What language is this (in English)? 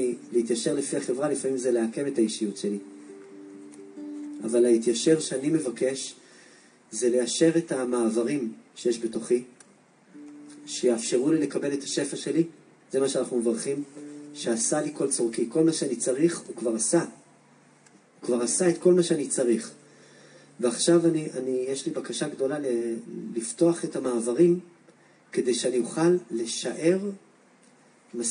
Hebrew